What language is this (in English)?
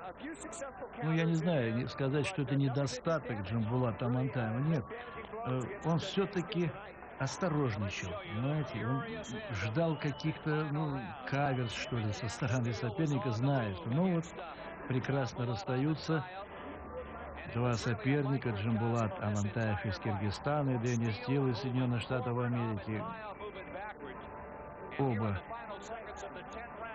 Russian